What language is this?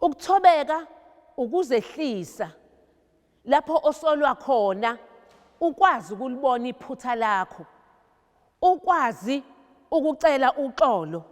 Zulu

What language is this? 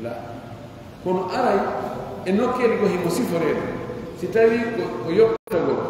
Pular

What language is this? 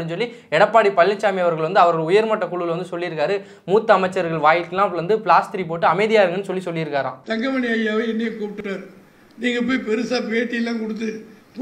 Tamil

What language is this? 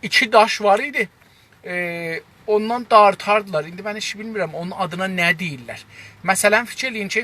South Azerbaijani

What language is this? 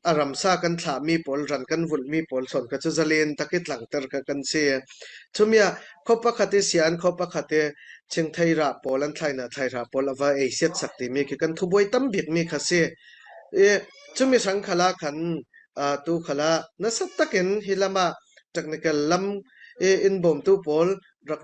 Falam Chin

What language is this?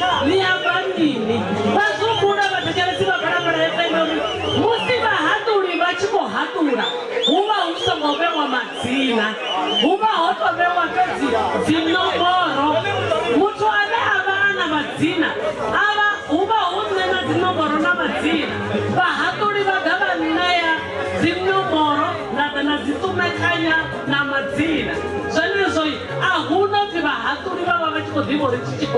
Venda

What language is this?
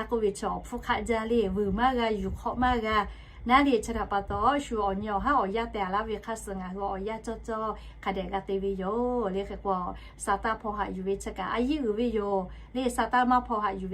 Lahu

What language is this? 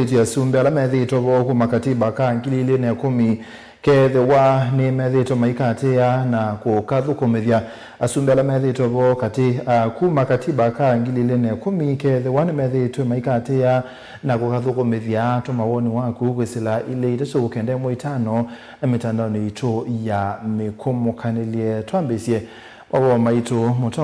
Kamba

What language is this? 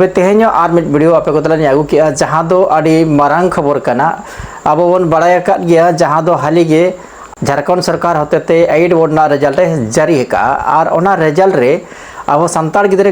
Santali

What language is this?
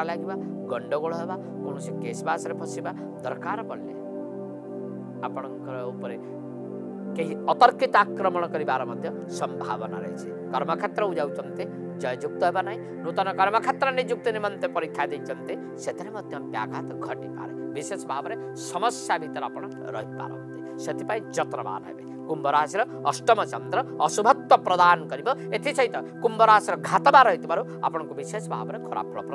Odia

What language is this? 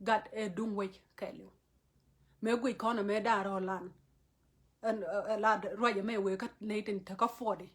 Nuer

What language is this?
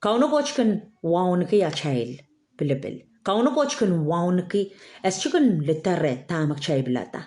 Pohnpeian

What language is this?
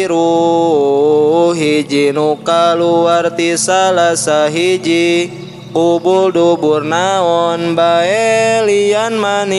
Sundanese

